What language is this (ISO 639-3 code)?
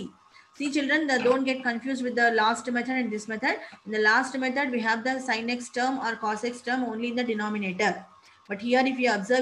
eng